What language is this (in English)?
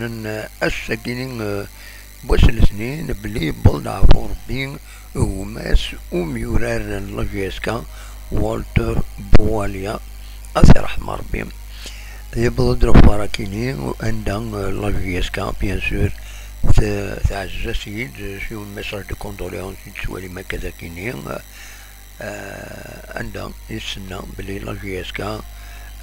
Kabyle